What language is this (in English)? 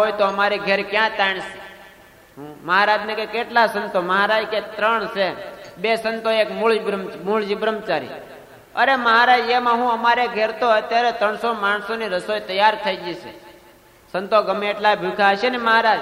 Gujarati